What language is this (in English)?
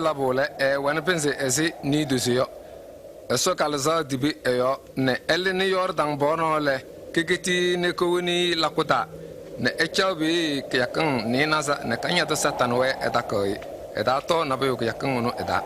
Kabiyè